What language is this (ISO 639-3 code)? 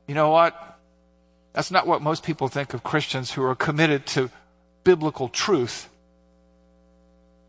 eng